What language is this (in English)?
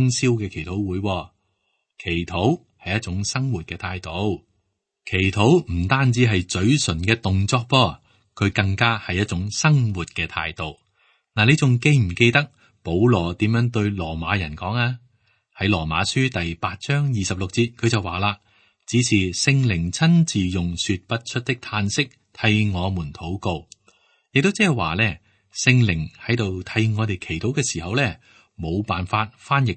Cantonese